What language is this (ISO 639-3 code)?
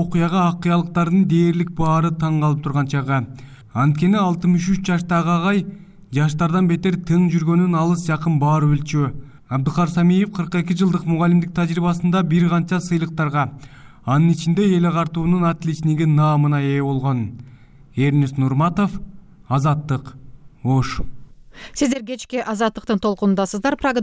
kir